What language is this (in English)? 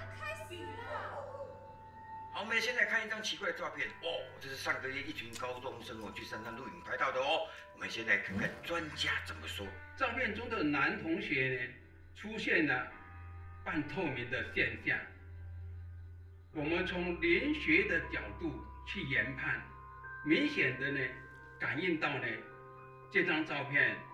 Chinese